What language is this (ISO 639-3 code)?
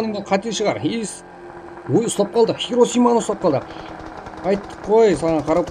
kaa